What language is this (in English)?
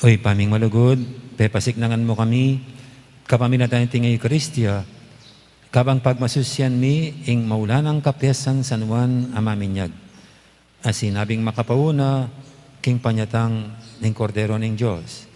Pampanga